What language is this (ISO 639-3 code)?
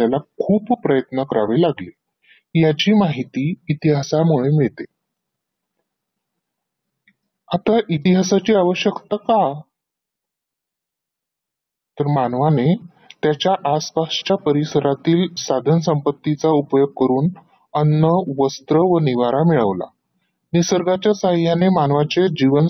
mar